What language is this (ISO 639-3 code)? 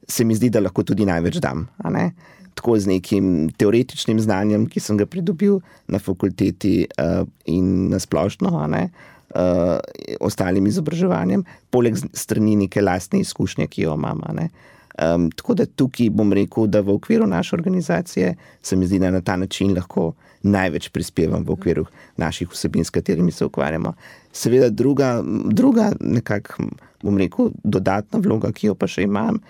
slv